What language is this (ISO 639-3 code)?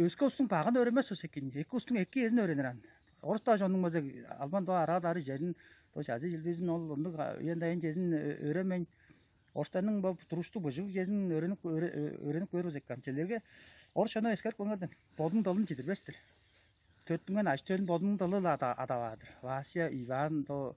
tyv